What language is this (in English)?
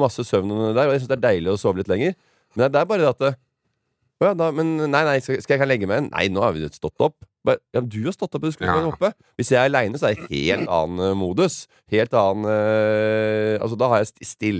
Norwegian